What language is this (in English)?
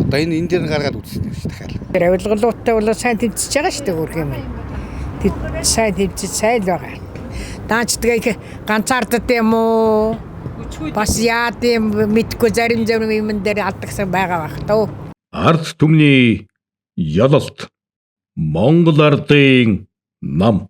Mongolian